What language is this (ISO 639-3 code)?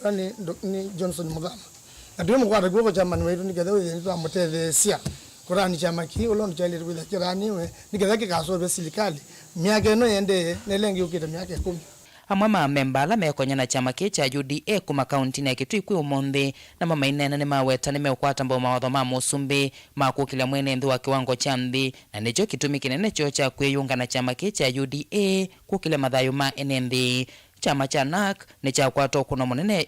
kam